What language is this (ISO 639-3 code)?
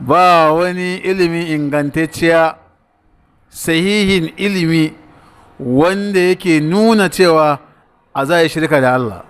hau